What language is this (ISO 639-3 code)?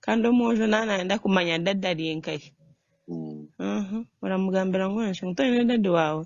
nyn